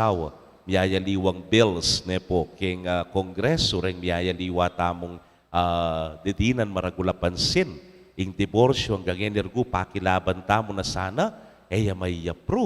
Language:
Pampanga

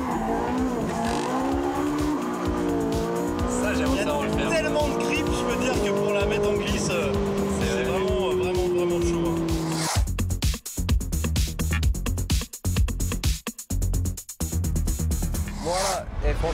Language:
French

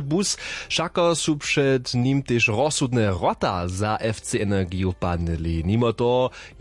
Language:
Upper Sorbian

